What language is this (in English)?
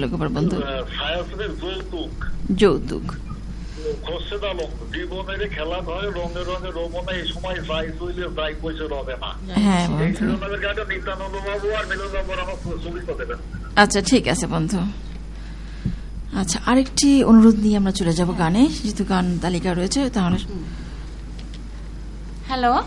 Bangla